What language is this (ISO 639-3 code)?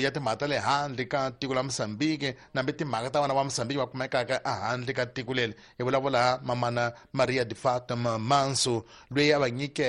tso